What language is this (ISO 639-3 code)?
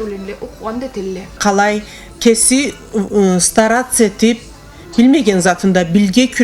krc